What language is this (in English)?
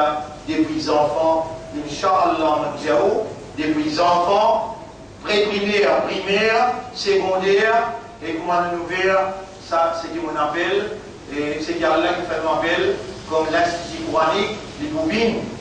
Morisyen